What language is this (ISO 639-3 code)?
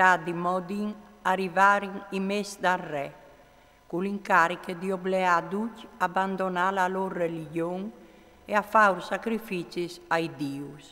fur